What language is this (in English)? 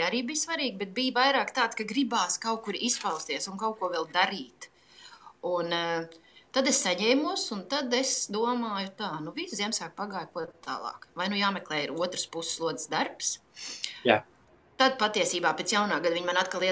Latvian